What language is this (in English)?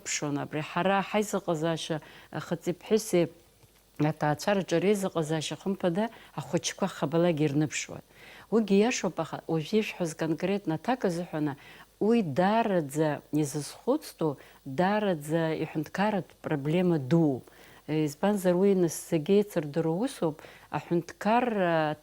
Abkhazian